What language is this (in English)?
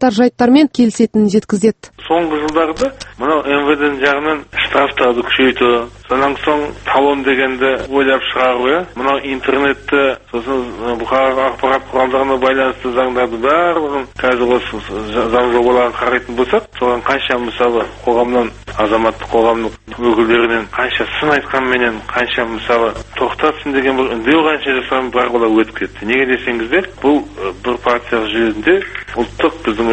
Kazakh